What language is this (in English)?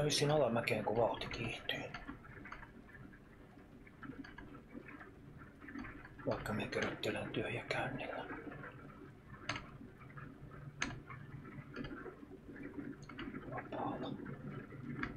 Finnish